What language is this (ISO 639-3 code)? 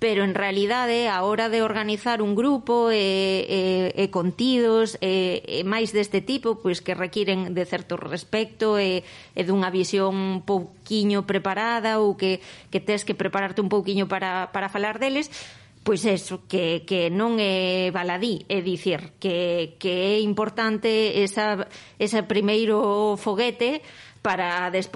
glg